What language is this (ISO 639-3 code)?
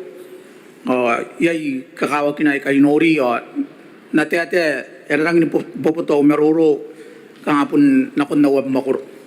gil